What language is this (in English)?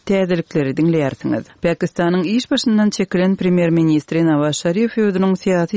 Kyrgyz